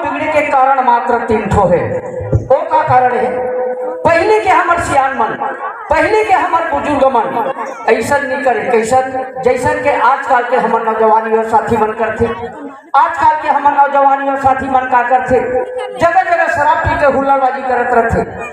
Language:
Chhattisgarhi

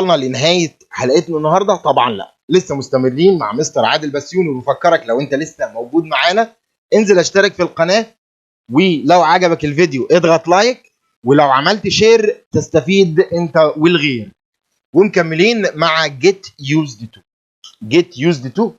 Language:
Egyptian Arabic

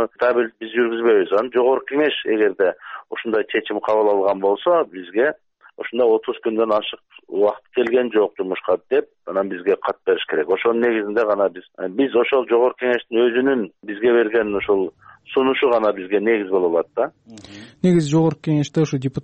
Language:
Kyrgyz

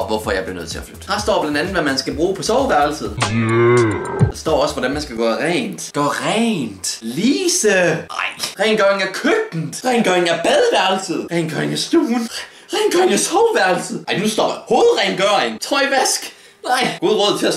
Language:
Danish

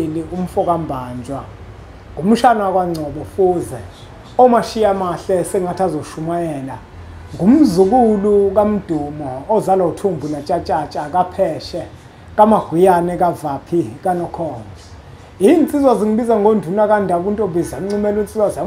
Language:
Zulu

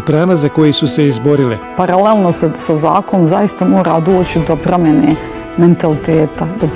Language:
Bosnian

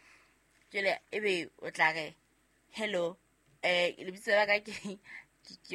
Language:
Southern Sotho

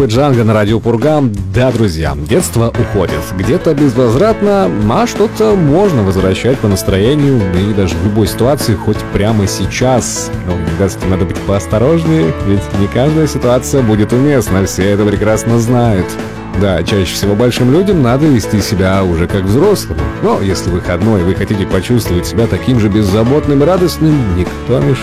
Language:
Russian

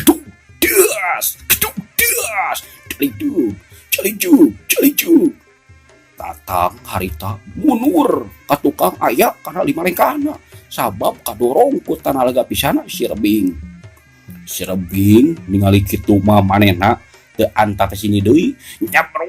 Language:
Sundanese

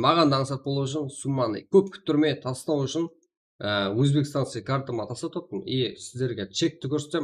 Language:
Kara-Kalpak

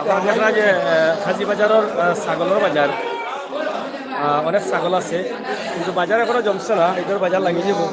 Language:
Sylheti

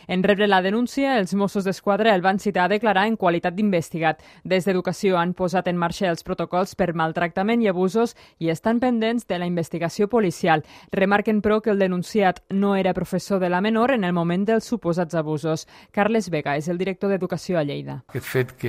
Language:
Catalan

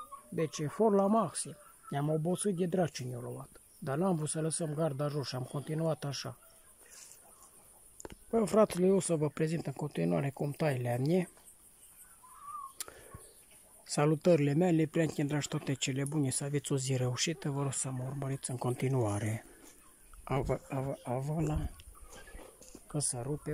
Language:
Romanian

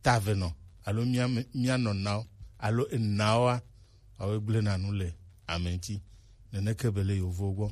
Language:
Gen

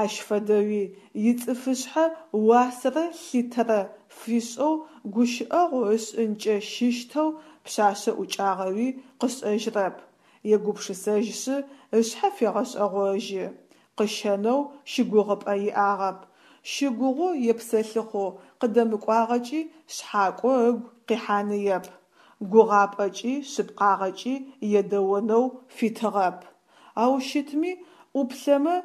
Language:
Adyghe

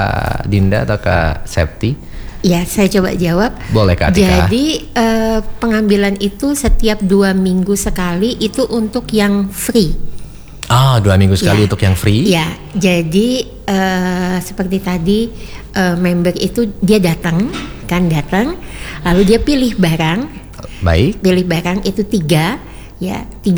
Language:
Indonesian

